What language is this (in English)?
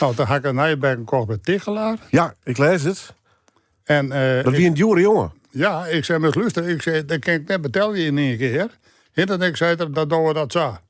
Western Frisian